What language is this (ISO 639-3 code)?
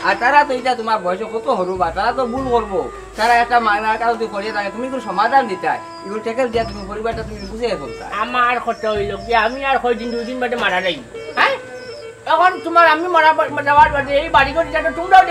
syl